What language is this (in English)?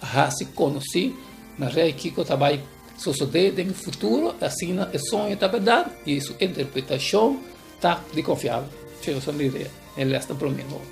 Papiamento